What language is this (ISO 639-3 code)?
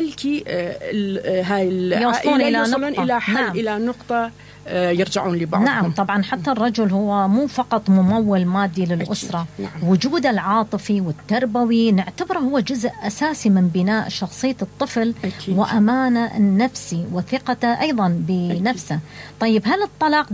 acm